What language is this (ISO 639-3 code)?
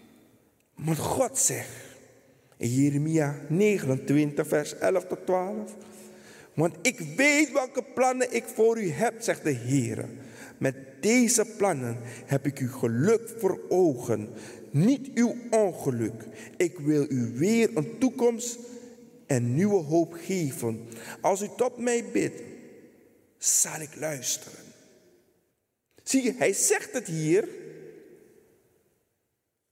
nld